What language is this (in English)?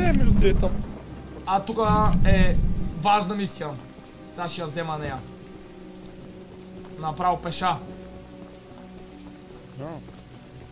Bulgarian